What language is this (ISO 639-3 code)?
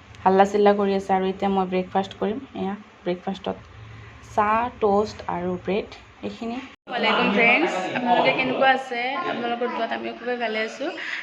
asm